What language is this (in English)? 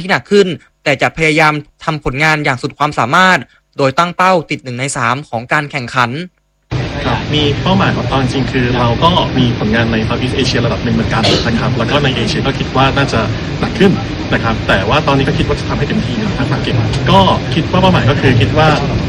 Thai